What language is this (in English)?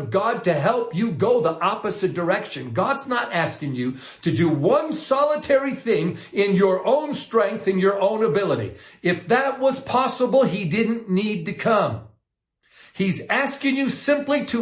English